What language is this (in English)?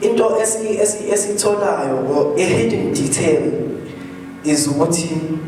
Zulu